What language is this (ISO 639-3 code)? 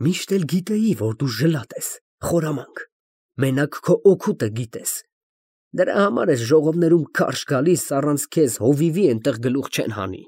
hye